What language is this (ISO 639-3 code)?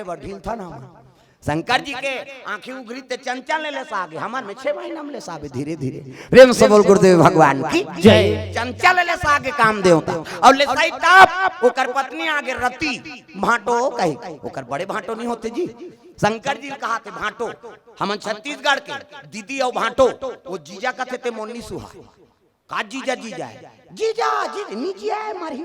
hne